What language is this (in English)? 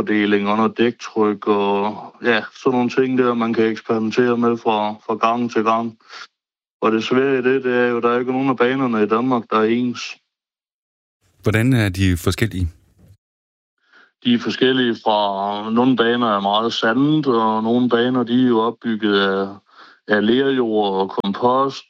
Danish